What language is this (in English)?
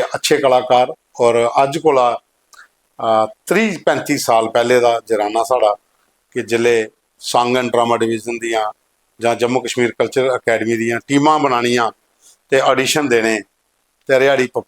Dogri